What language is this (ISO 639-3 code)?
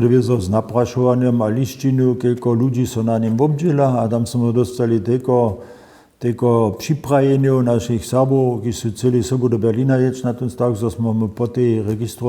hsb